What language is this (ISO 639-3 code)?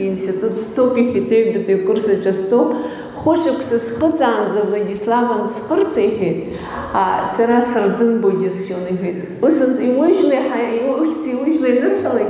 abk